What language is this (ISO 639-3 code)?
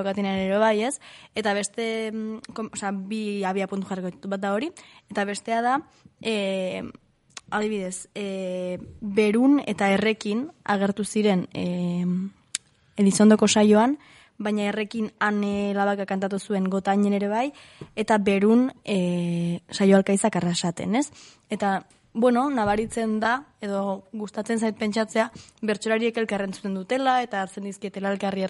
eus